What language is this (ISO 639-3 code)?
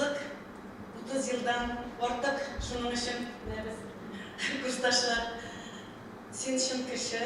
bak